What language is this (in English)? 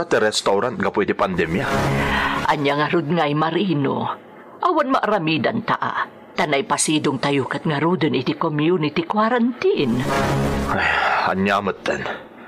Iloko